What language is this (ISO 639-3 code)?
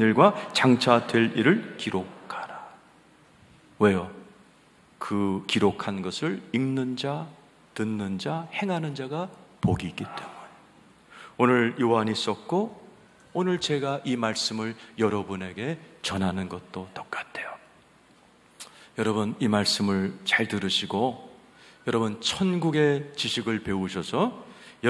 kor